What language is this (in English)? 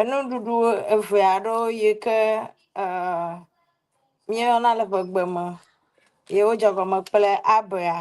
Ewe